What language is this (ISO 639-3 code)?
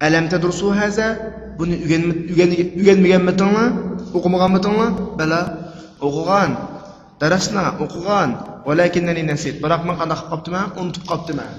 uig